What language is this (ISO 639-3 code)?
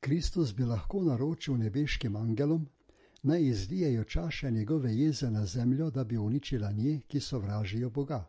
slv